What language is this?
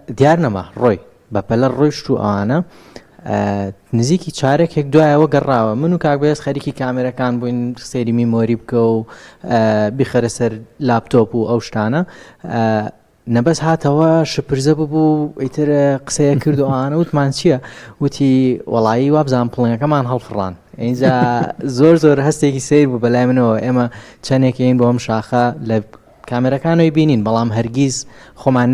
Central Kurdish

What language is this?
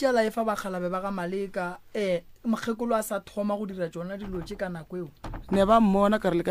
Northern Sotho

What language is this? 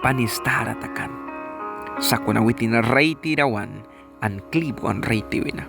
Mískito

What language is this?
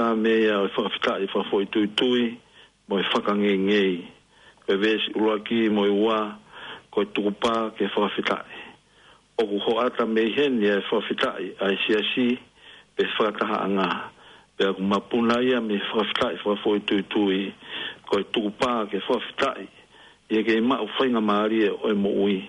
Tongan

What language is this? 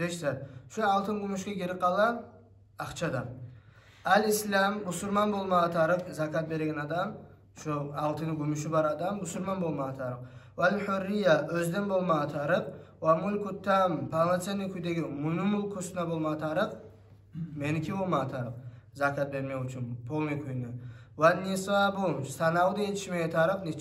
Kumyk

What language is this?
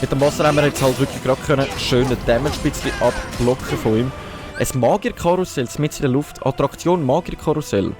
Swiss German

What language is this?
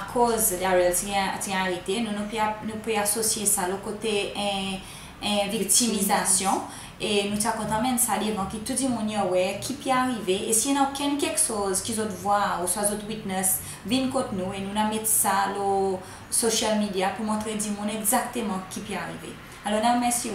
Seselwa Creole French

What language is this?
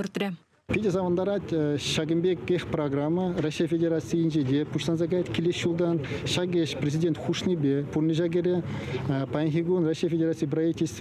Chuvash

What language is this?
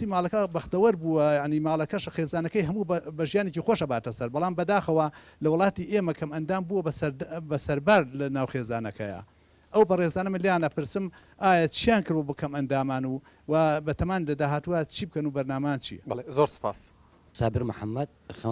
Central Kurdish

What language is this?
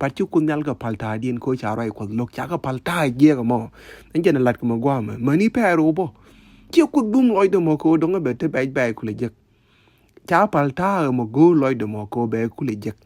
Nuer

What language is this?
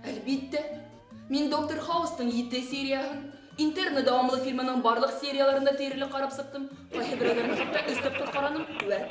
Bashkir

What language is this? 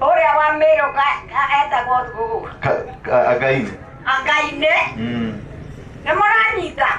Kikuyu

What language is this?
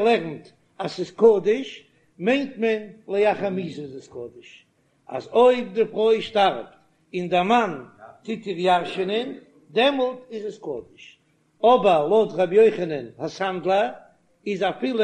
Yiddish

